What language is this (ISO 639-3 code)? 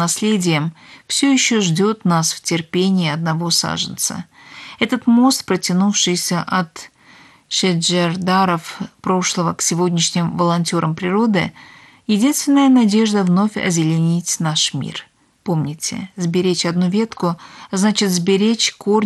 rus